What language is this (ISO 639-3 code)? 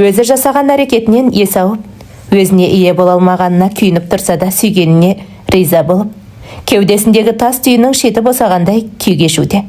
kaz